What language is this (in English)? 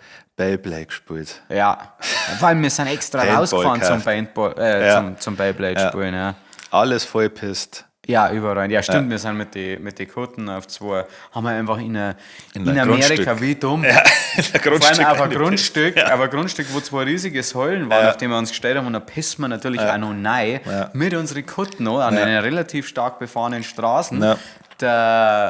Bavarian